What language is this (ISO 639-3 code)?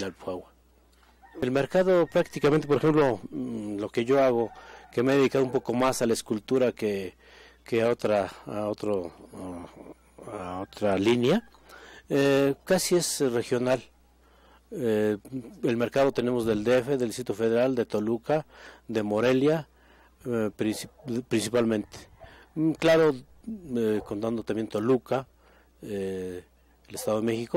spa